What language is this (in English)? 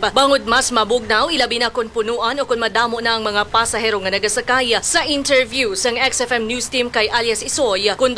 Hiligaynon